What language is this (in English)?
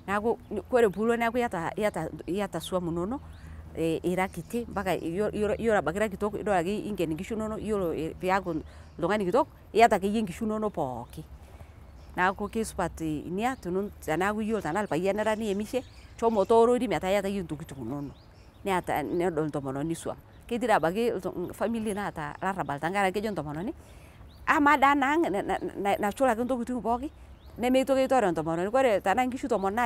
Masai